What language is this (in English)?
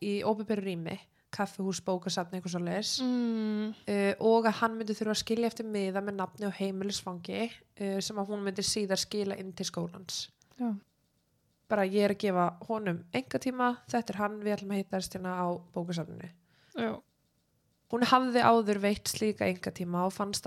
Icelandic